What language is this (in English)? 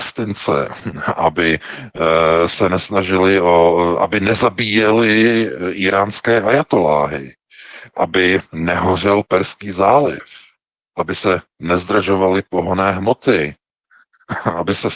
Czech